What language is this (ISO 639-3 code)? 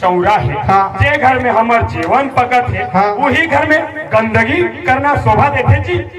hne